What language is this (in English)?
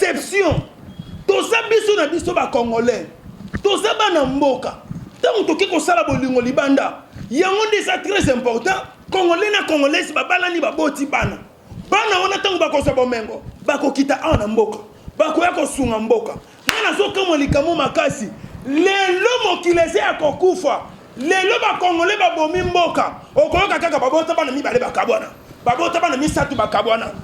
Lingala